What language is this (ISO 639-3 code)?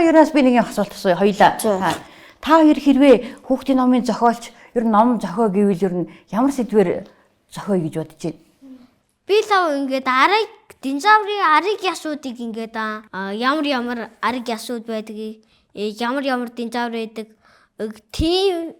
mon